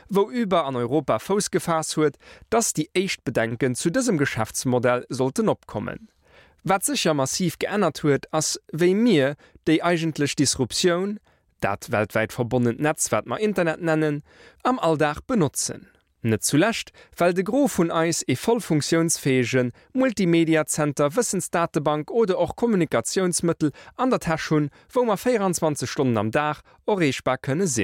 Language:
Luxembourgish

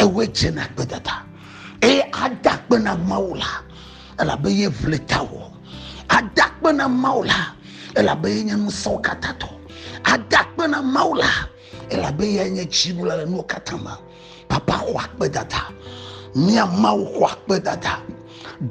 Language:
Ewe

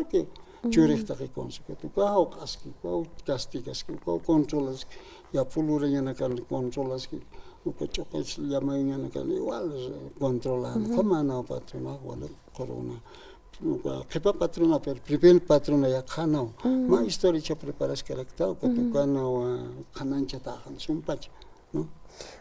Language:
Aymara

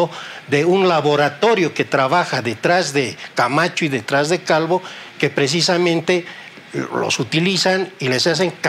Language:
Spanish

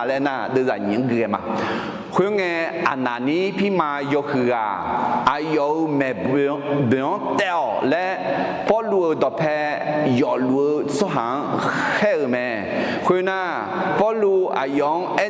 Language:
Akha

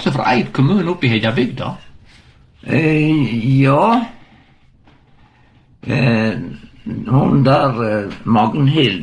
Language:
Norwegian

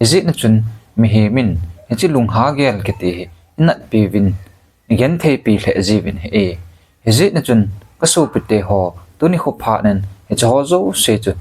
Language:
Thado Chin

